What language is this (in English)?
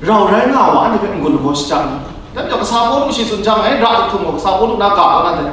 Kachin